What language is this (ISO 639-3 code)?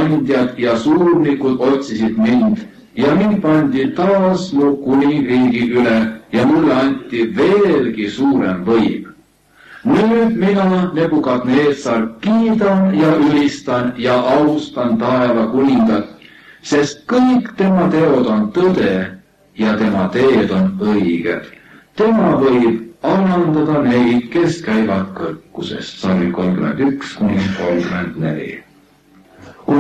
est